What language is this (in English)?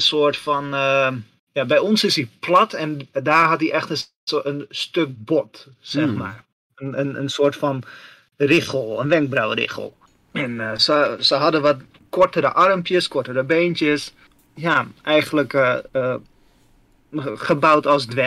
Dutch